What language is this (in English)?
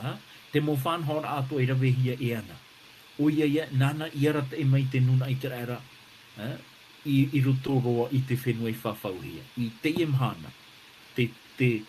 Tahitian